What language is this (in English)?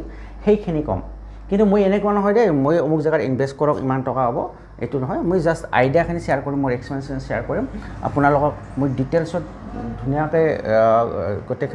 Assamese